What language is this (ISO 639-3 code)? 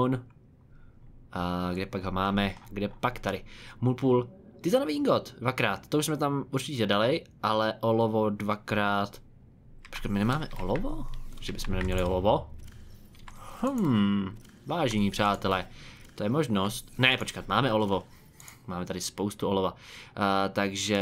ces